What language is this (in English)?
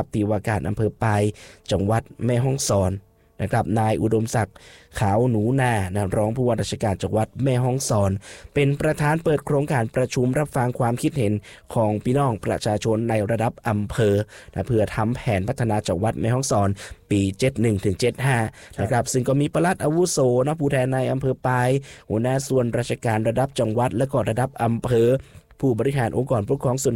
Thai